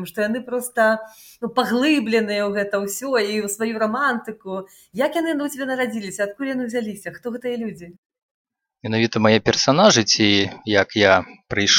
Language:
Belarusian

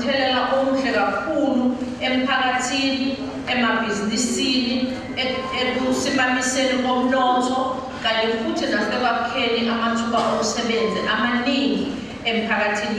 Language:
Zulu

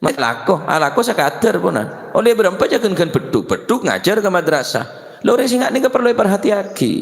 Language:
Madurese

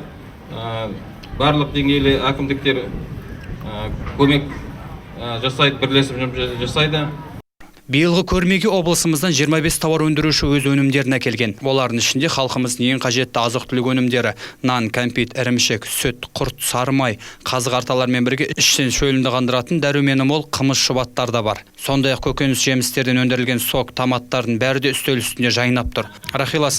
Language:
Kazakh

